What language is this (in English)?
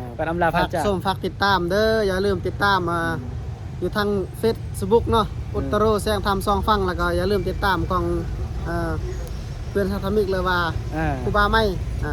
Northeastern Thai